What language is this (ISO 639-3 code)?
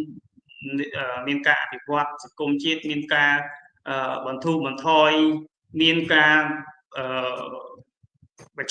khm